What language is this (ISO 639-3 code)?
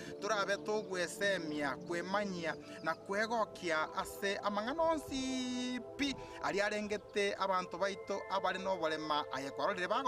guz